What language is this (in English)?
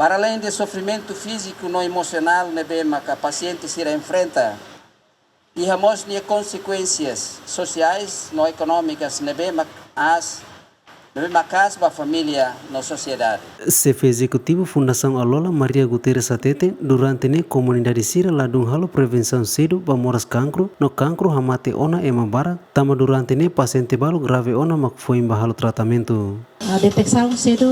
Tetum